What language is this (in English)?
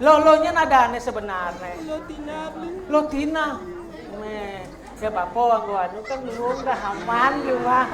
Balinese